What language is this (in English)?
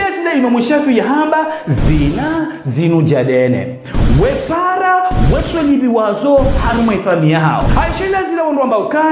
Ngazidja Comorian